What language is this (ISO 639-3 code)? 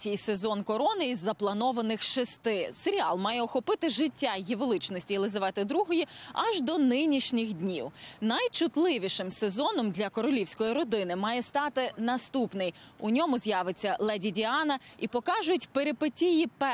ukr